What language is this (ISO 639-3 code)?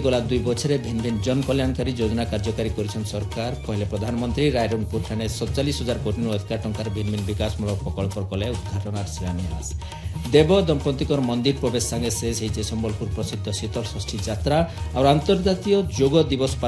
ori